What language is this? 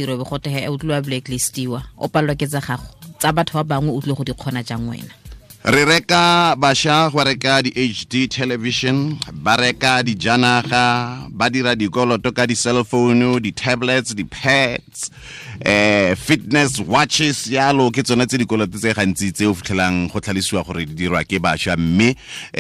Tswana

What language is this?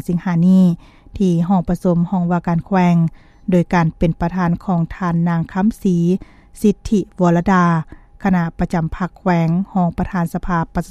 Lao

